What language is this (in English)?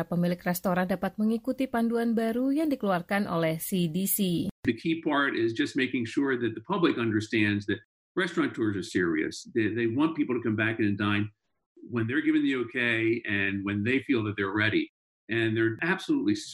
Indonesian